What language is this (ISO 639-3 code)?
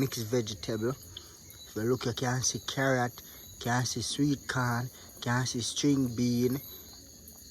jam